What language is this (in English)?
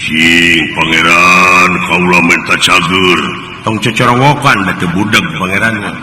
Sundanese